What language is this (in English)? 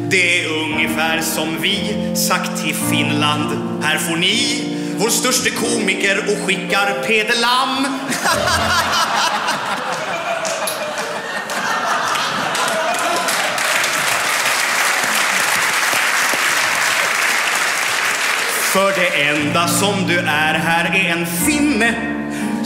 Swedish